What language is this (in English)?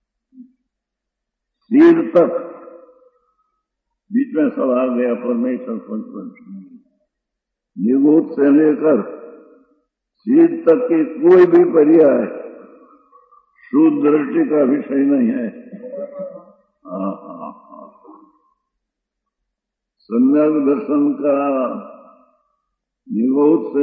Hindi